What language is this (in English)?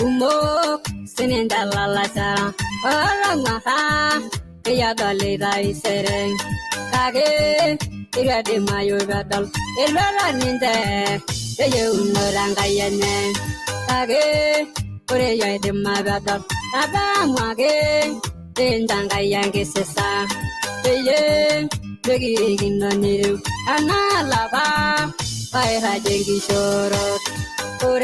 Masai